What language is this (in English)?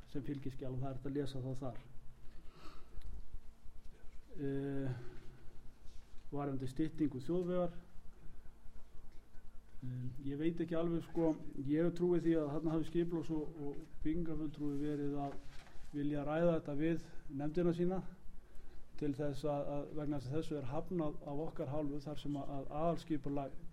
Icelandic